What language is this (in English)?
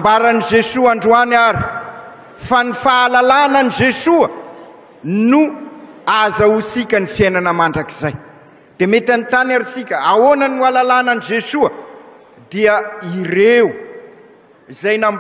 Malagasy